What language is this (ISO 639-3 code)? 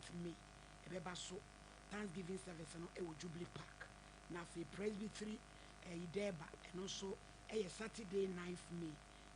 aka